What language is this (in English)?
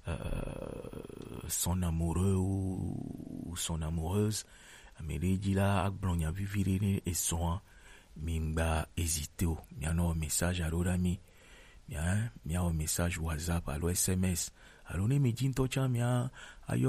Gen